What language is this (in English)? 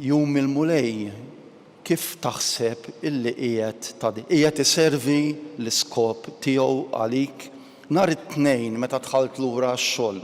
Maltese